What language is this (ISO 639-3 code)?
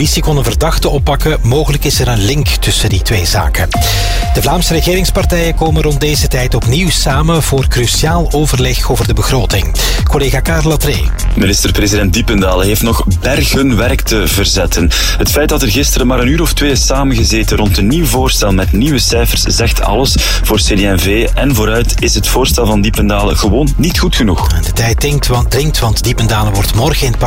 nld